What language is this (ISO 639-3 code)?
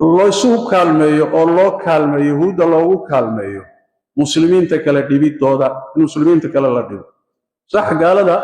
som